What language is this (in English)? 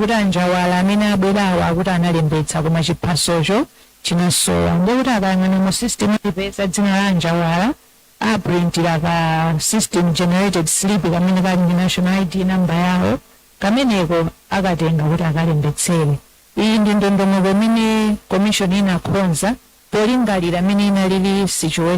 Nyanja